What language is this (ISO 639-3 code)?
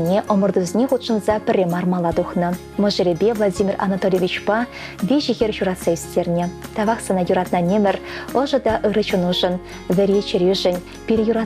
chv